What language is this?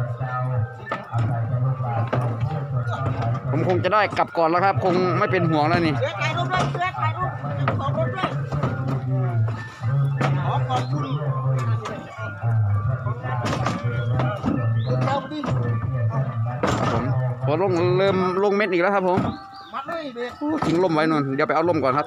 Thai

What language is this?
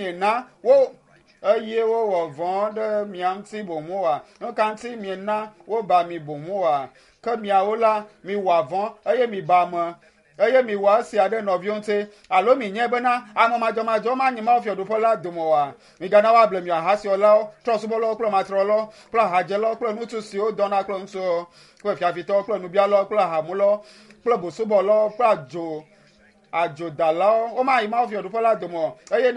Ewe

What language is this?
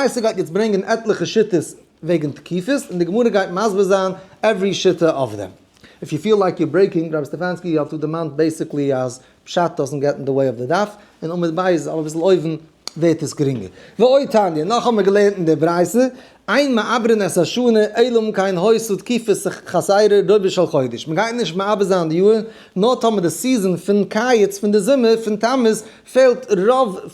Yiddish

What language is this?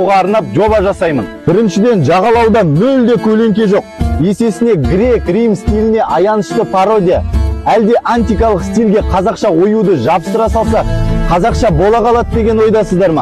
Kazakh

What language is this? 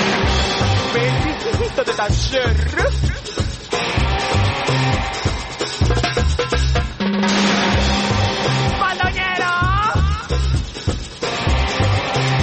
Russian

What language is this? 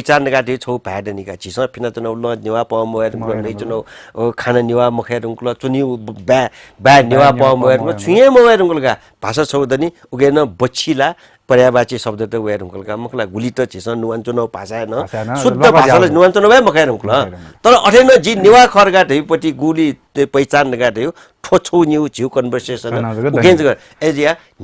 Newari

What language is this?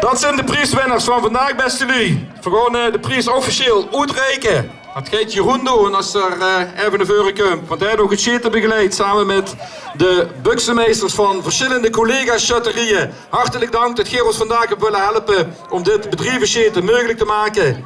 Limburgish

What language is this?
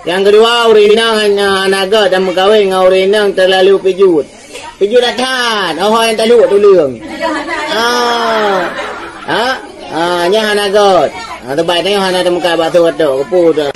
Achinese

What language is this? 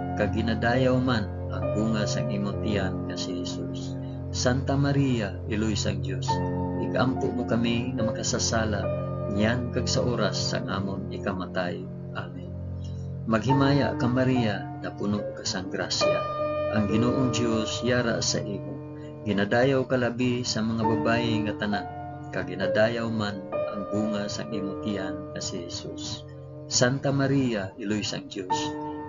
Hiligaynon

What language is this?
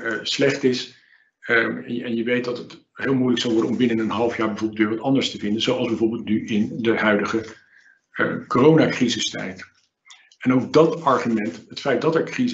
Dutch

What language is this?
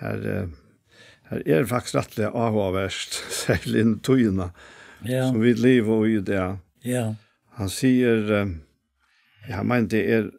Faroese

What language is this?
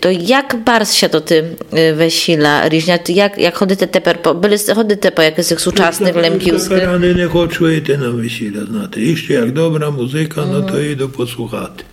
Rusyn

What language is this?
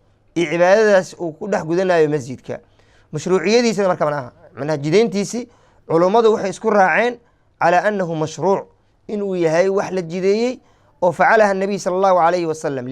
Somali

